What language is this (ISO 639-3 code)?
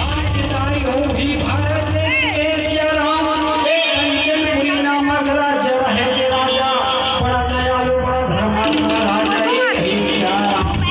hne